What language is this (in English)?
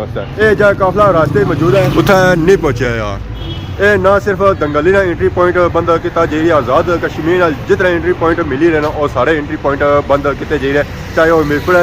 Pahari-Potwari